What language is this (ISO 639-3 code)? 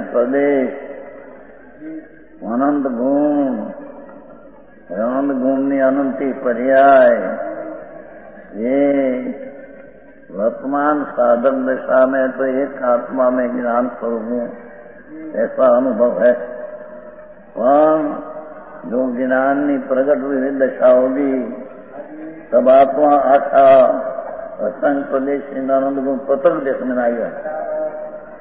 hin